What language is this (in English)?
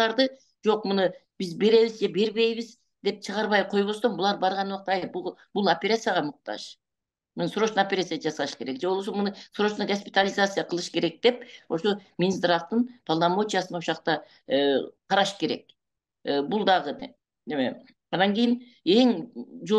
Kyrgyz